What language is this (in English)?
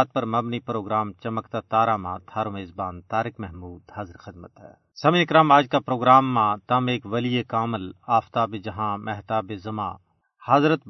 Gujari